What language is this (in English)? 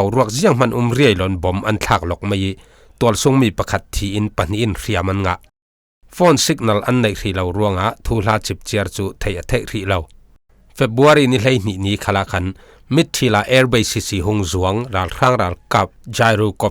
Falam Chin